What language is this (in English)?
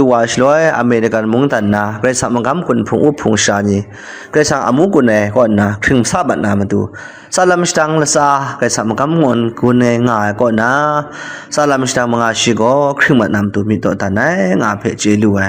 Kachin